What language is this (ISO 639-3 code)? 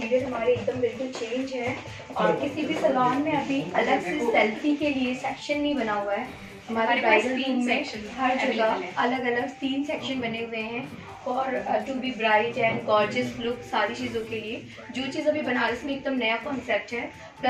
hin